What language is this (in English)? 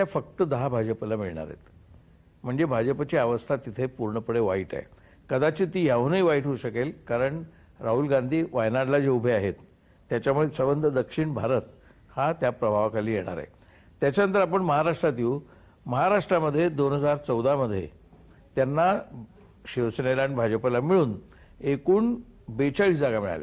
Marathi